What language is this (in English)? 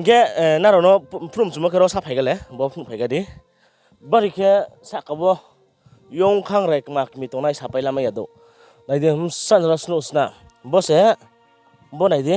Riang (India)